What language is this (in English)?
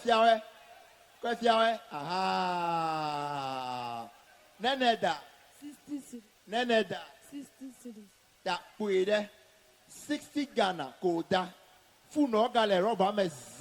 Ewe